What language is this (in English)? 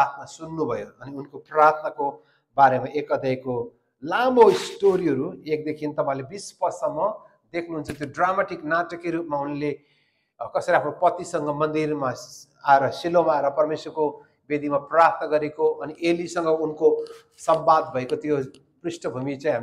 Nepali